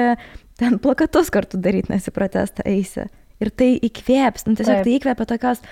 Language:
Lithuanian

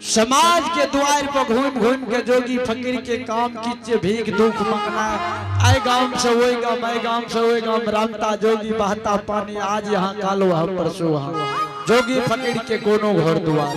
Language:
Angika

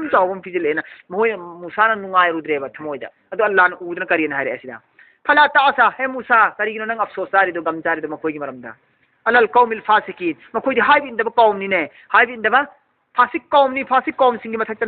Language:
Manipuri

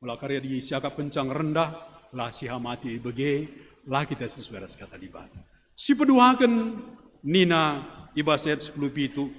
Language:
Batak Karo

